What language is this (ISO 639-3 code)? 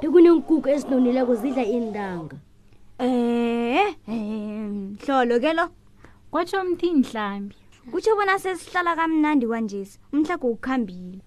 nbl